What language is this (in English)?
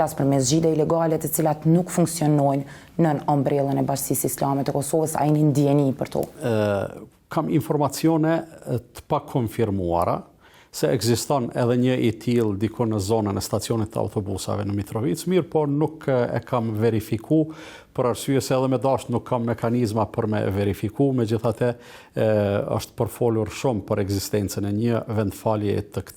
Albanian